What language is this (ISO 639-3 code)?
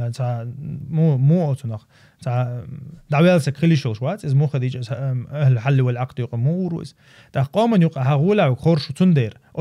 che